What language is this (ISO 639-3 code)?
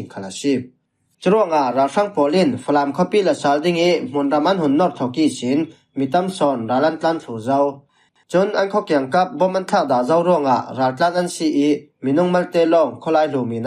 cfm